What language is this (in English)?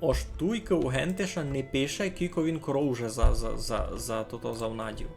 Rusyn